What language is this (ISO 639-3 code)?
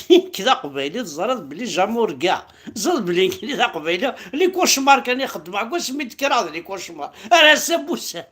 kab